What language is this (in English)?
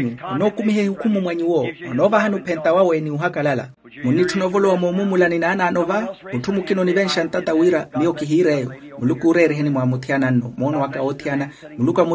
Makhuwa